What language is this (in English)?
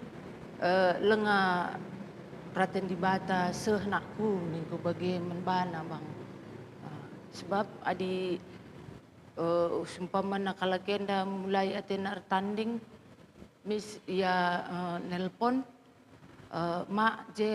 Batak Karo